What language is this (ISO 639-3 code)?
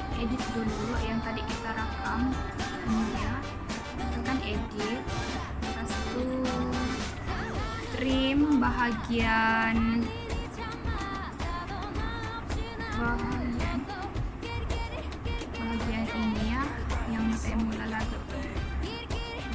msa